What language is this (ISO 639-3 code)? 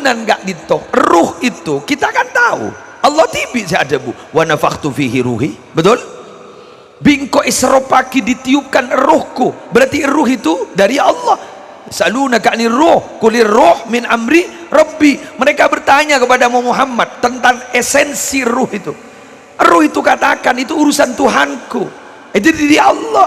mad